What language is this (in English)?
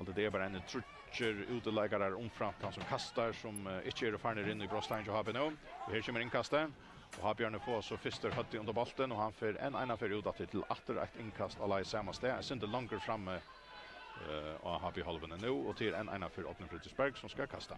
Faroese